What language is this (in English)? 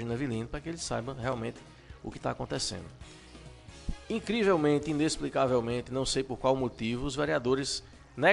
Portuguese